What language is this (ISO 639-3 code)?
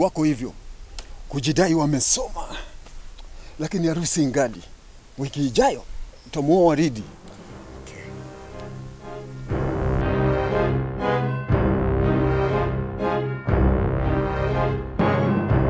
swa